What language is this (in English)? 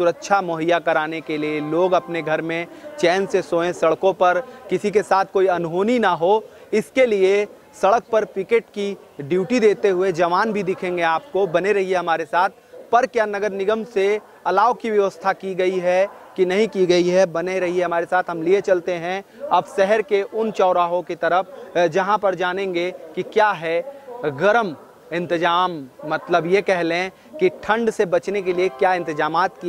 Hindi